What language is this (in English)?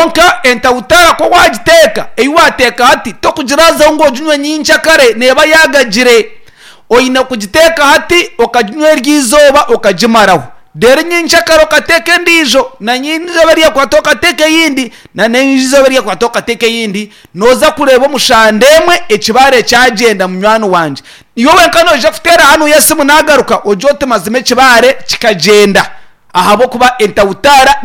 Nyankole